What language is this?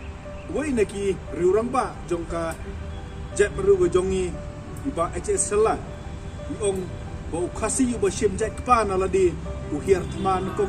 Khasi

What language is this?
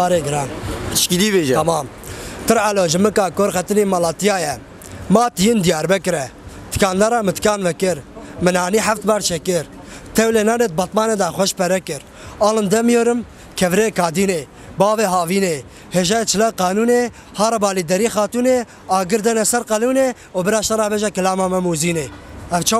Kurdish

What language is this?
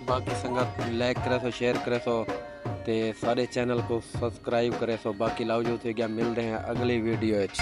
Saraiki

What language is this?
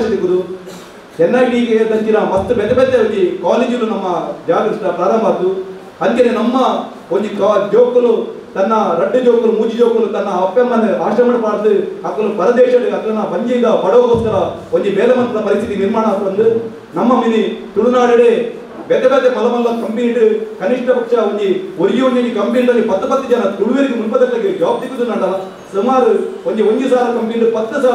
Tulu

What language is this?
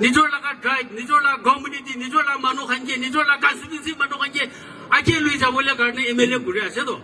Naga Pidgin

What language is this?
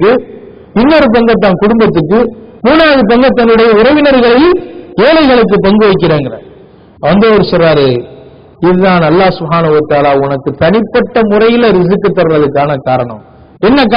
Tamil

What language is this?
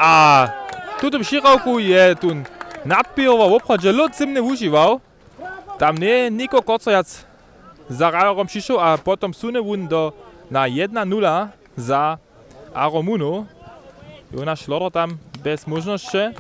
Upper Sorbian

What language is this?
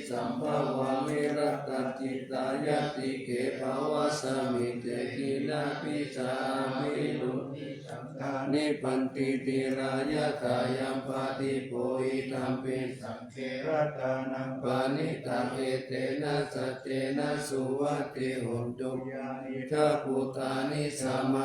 Pali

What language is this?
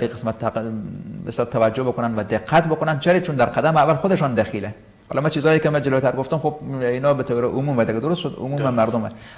Persian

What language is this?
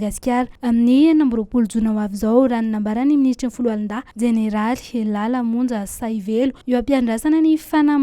Malagasy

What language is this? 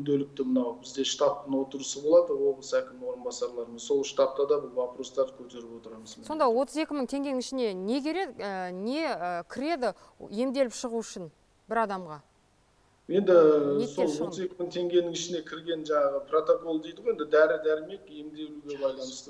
Kazakh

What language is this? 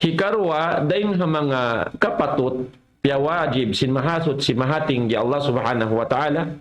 Tausug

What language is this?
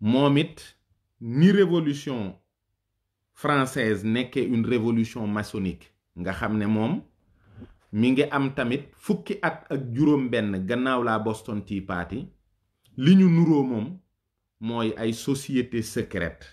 Wolof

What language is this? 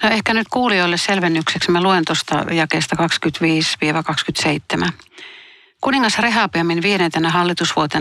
Finnish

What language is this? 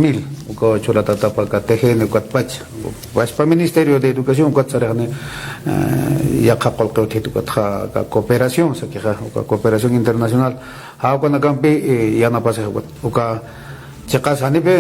Aymara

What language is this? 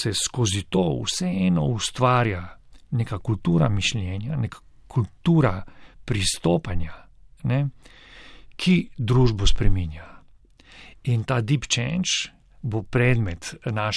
Slovenian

